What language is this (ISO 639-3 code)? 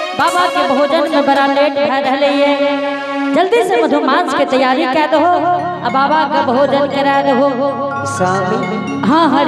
anp